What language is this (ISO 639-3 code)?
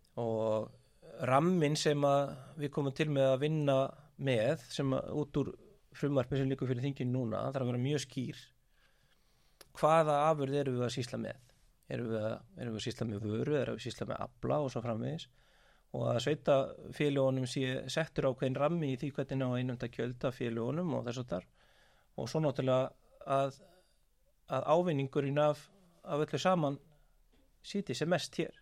isl